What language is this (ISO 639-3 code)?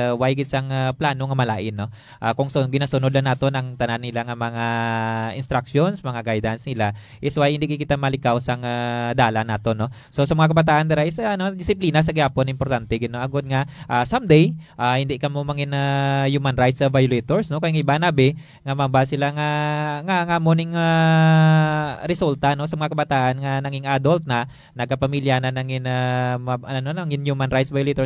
hil